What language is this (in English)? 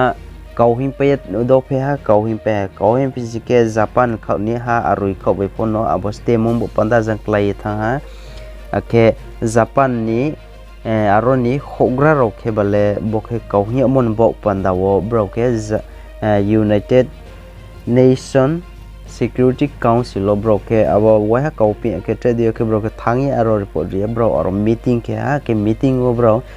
Riang (India)